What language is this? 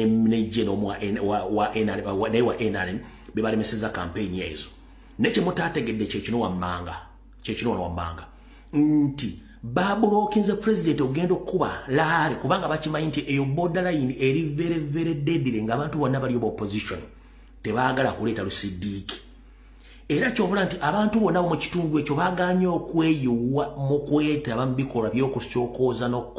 Ganda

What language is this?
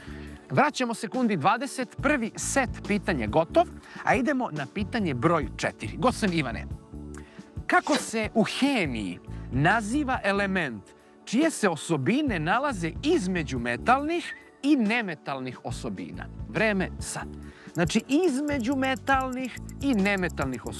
Serbian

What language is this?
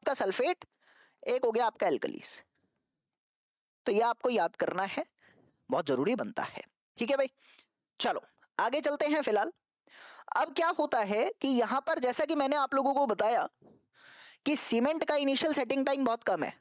Hindi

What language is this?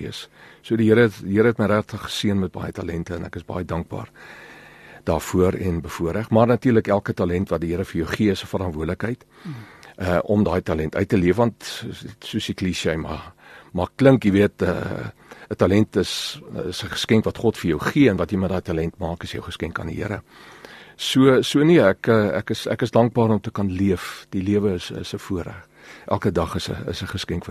Afrikaans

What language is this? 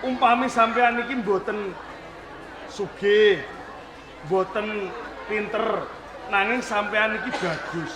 Javanese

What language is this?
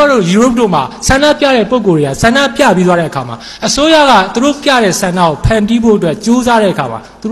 Burmese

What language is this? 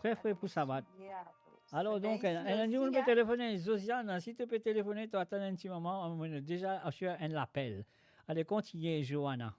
Morisyen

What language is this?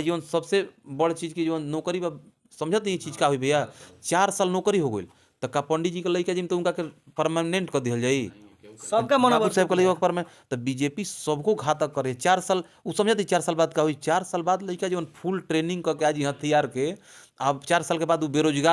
Bhojpuri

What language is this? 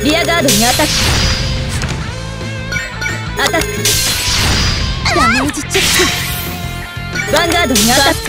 Japanese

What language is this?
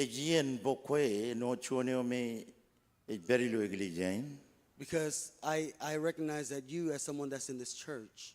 Marshallese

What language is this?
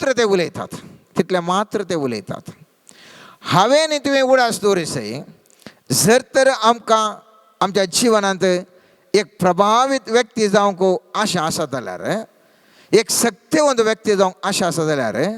Konkani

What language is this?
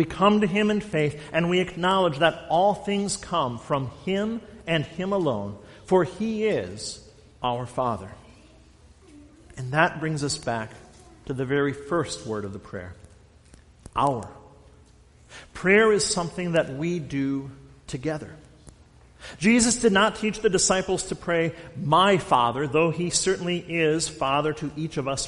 English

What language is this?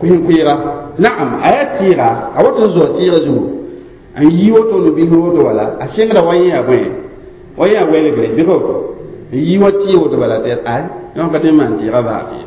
Mossi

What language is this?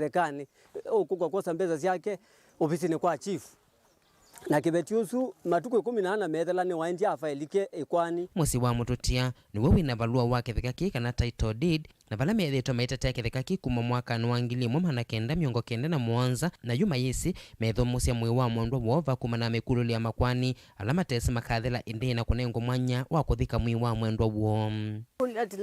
Kamba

